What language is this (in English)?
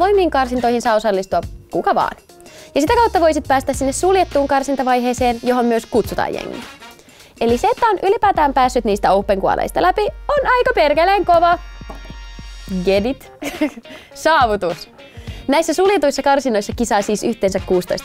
Finnish